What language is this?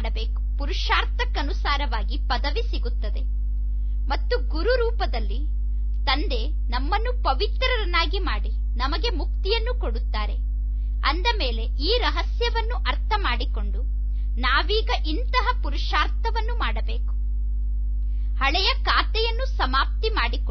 Kannada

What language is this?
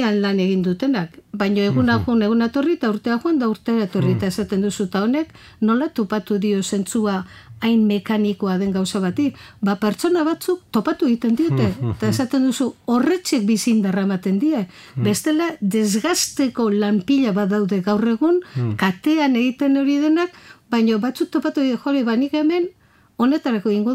Basque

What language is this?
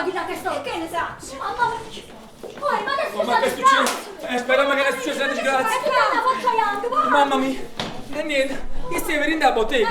Neapolitan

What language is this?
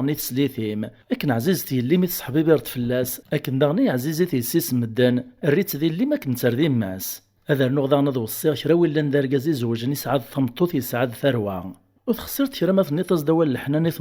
Kabyle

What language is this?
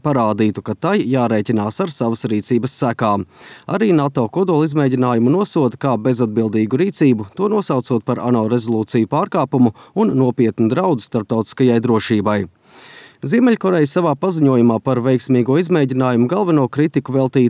Latvian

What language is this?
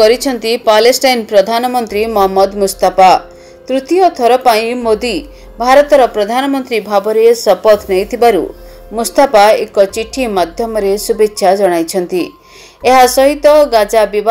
Odia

